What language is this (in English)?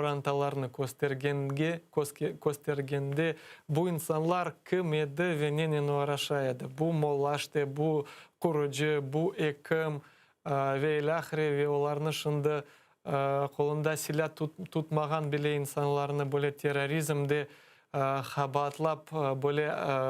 Crimean Tatar